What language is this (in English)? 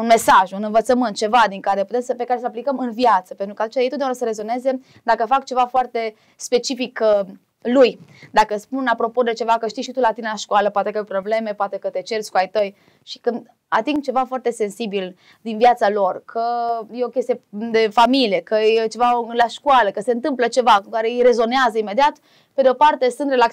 Romanian